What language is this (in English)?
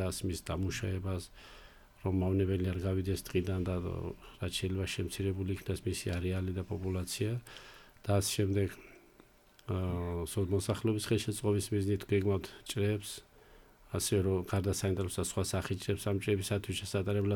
Georgian